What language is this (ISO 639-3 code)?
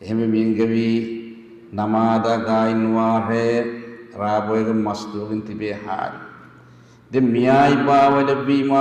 div